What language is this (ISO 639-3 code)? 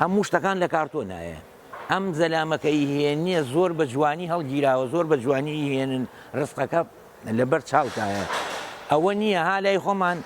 ckb